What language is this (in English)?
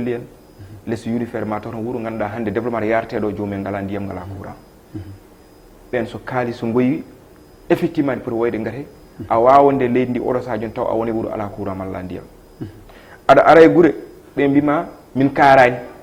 Fula